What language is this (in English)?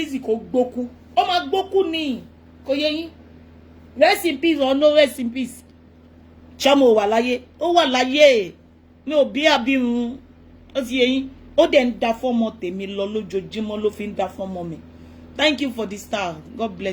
Yoruba